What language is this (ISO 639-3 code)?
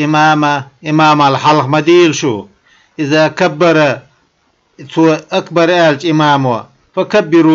che